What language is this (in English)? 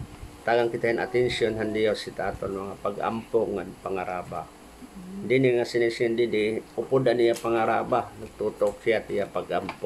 Waray